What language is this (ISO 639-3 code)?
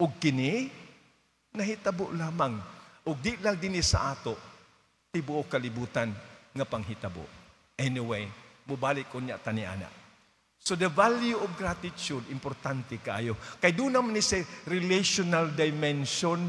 ceb